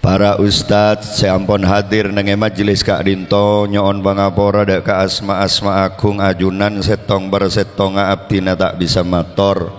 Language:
Madurese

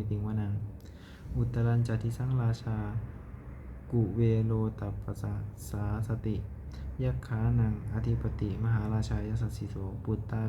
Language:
Pali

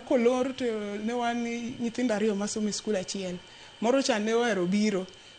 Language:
Luo (Kenya and Tanzania)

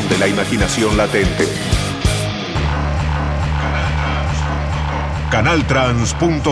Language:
Spanish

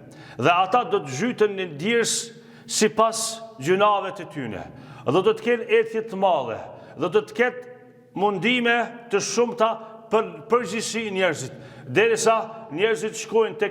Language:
Albanian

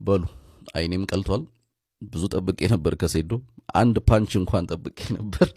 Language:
Amharic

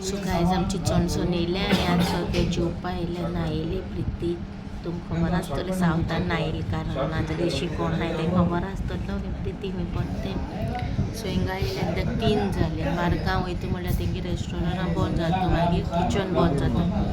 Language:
Konkani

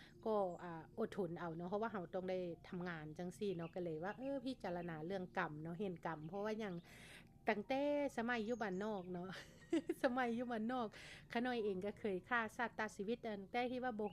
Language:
Lao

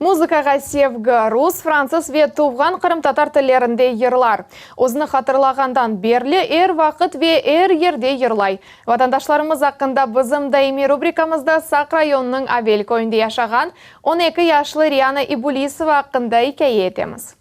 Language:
Crimean Tatar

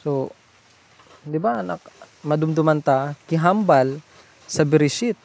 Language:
Hiligaynon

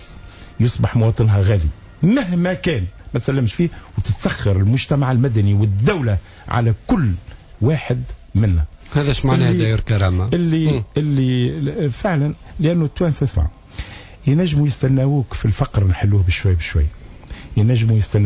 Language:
Tunisian Arabic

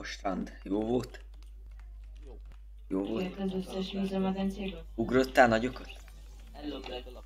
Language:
Hungarian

